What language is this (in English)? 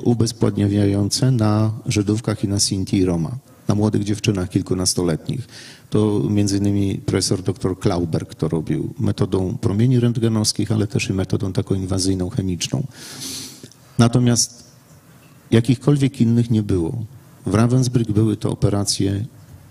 Polish